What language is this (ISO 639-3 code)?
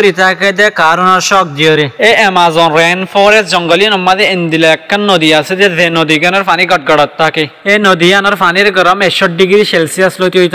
rhg